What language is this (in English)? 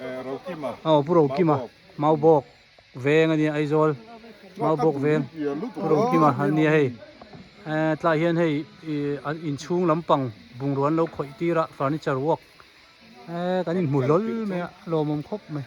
Hmar